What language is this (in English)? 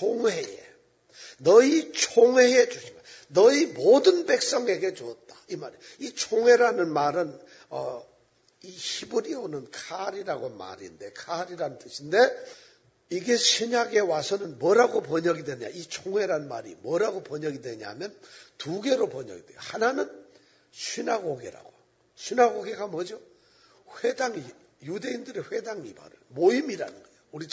Korean